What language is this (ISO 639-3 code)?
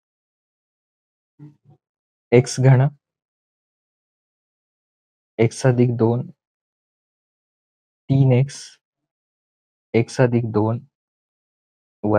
mar